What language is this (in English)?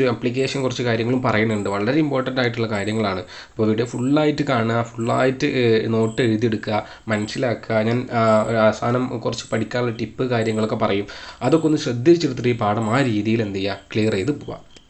Malayalam